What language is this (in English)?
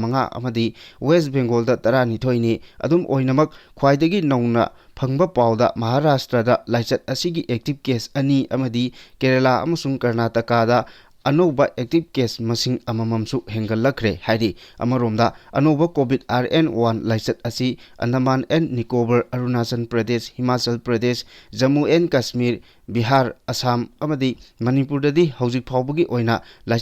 Manipuri